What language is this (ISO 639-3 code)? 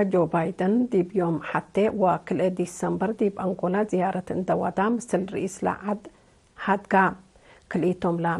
tig